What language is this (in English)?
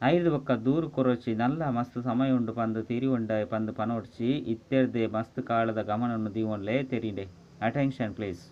Tulu